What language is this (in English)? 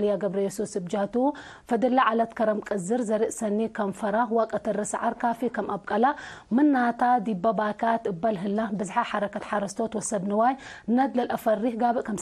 Tigre